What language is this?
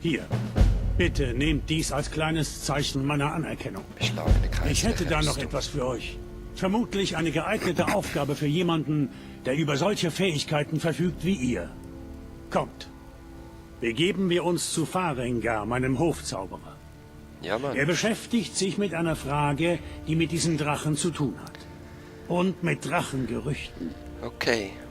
Swiss German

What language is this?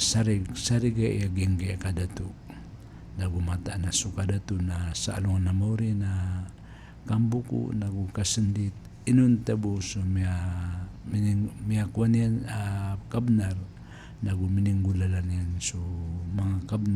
Maranao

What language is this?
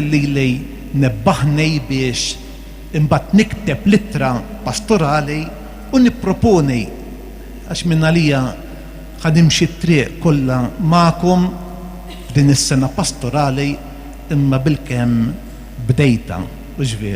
Maltese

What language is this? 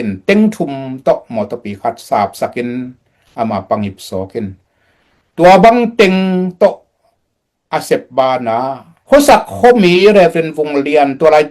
Tedim Chin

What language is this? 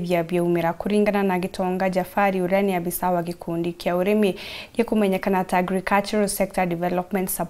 Meru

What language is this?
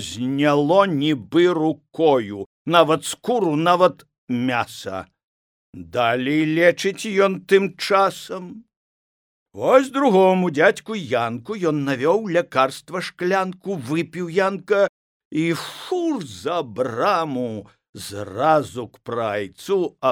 Belarusian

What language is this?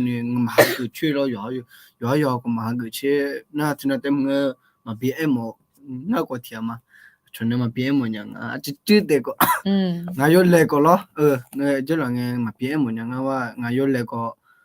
Akha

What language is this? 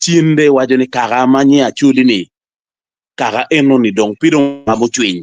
Acoli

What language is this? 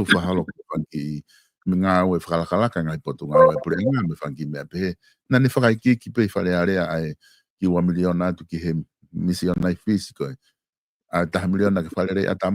Tongan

